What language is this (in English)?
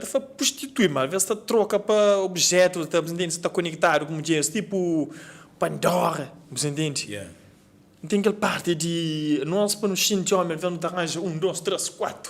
Kabuverdianu